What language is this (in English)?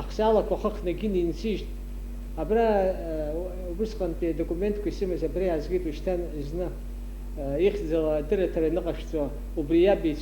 Abkhazian